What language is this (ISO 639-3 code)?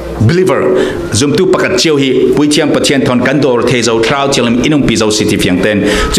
cfm